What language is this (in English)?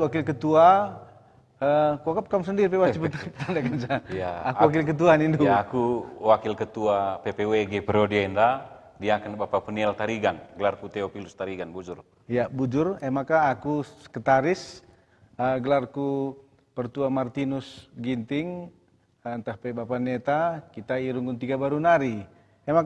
Batak Karo